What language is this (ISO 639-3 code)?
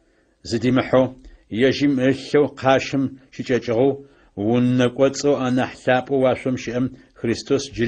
ady